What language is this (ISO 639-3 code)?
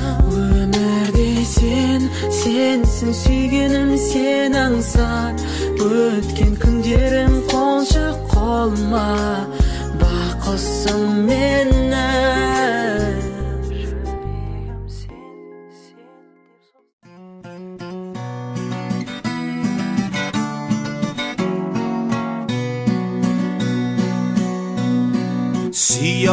kaz